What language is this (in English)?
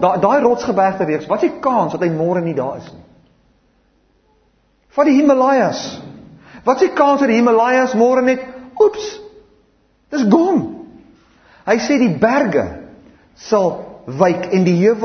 Afrikaans